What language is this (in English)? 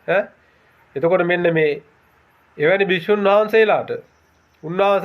Sinhala